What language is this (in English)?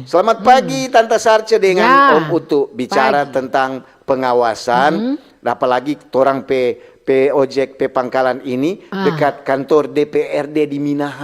Manado Malay